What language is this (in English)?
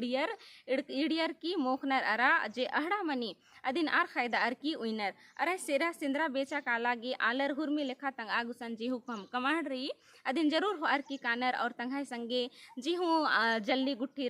Kurukh